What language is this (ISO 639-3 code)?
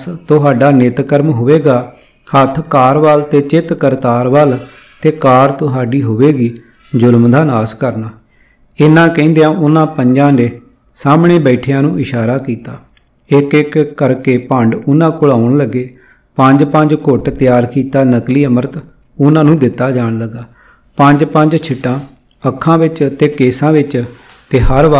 pan